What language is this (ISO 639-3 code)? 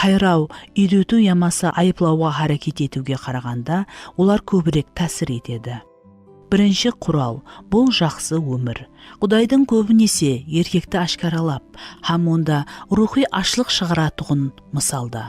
kaa